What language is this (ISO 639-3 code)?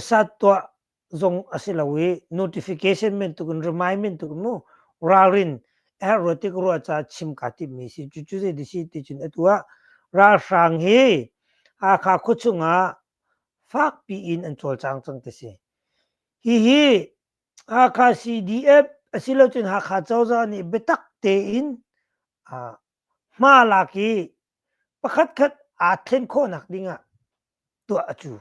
cnh